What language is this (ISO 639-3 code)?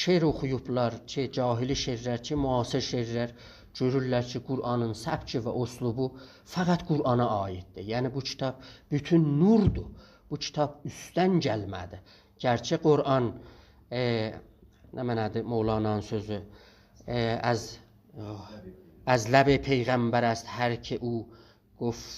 azb